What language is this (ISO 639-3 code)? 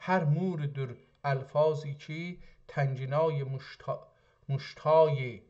azb